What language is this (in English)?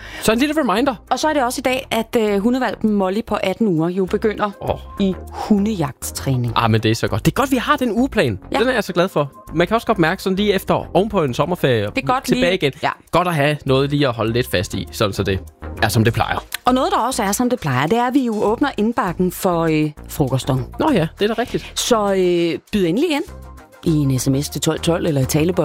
Danish